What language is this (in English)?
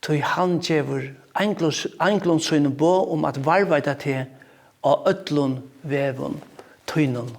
Faroese